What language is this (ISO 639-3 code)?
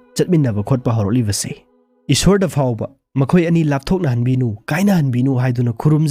mni